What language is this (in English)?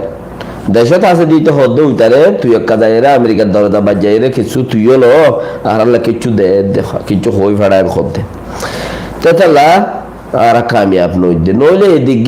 Rohingya